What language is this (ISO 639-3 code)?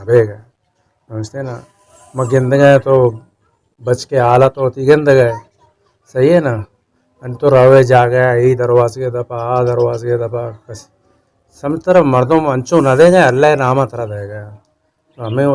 bal